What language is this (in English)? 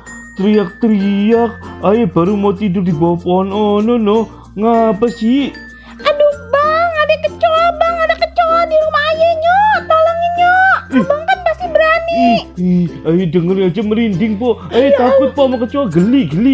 Betawi